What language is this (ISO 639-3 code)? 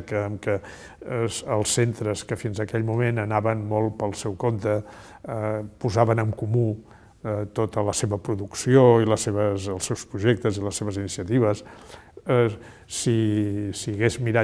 cat